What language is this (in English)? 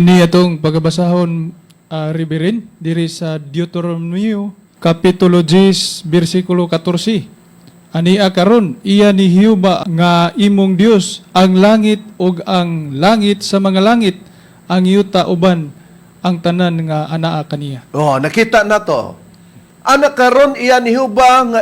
Cebuano